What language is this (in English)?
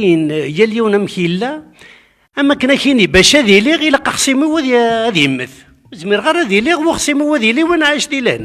Kabyle